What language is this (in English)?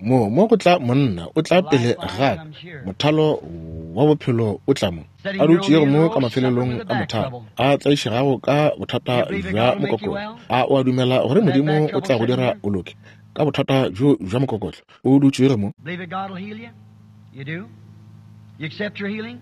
Northern Sotho